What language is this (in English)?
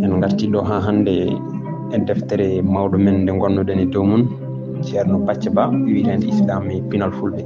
Fula